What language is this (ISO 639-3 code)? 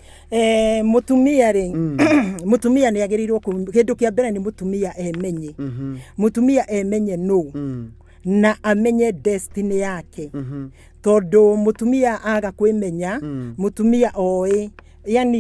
kik